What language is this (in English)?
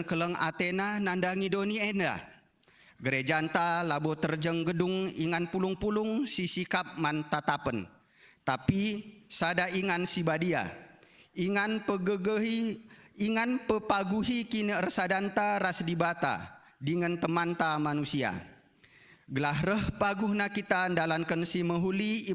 Batak Karo